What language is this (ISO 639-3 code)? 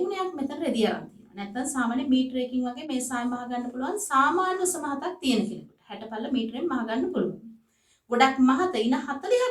sin